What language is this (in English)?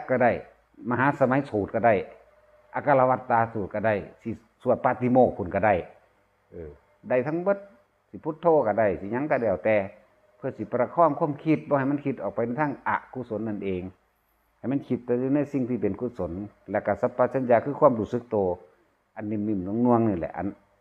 Northeastern Thai